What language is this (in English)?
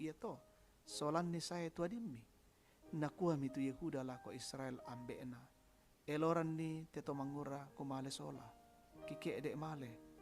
Toraja-Sa'dan